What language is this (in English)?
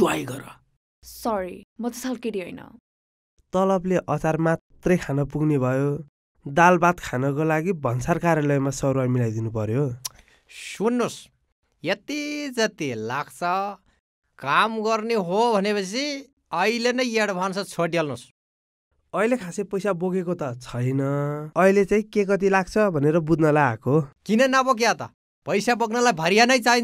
Nepali